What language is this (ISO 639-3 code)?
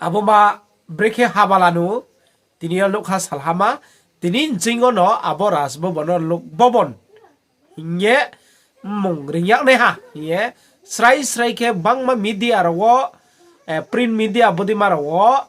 ria